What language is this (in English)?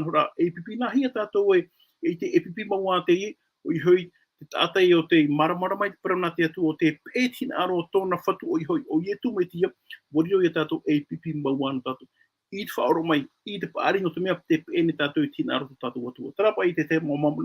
Tahitian